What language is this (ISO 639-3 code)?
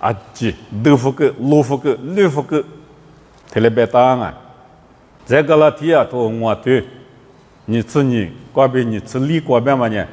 lis